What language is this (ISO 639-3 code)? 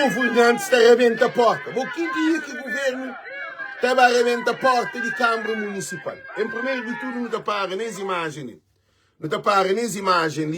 kea